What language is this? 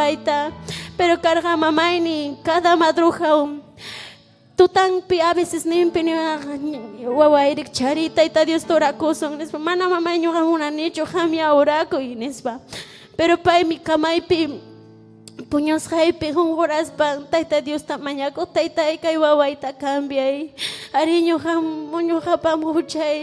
Ayacucho Quechua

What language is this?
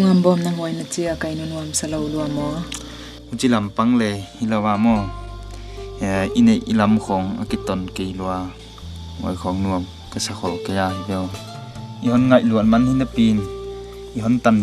Tedim Chin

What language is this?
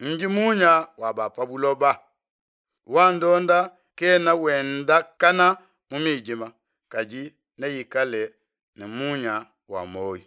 Luba-Lulua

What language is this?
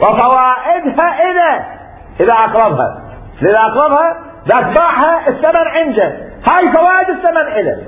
Mesopotamian Arabic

